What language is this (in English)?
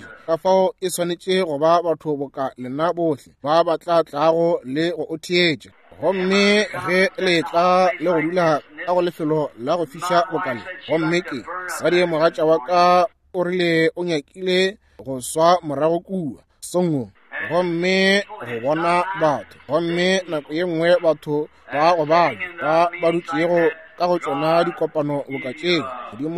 Northern Sotho